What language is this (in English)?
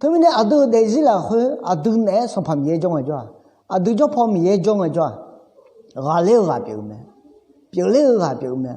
Akha